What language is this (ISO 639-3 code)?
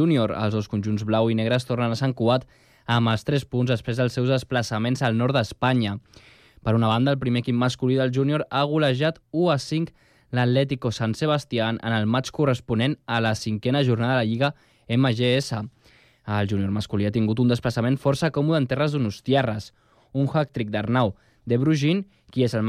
cat